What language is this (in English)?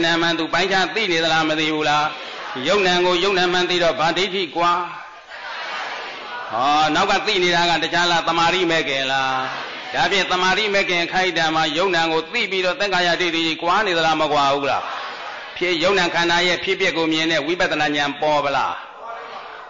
Burmese